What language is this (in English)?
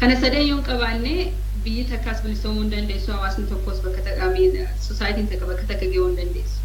Oromo